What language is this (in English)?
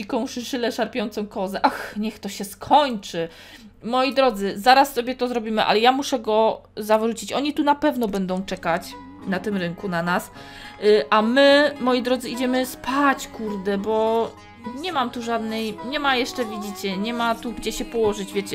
Polish